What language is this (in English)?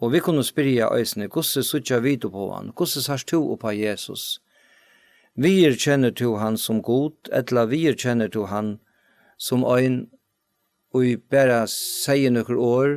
Faroese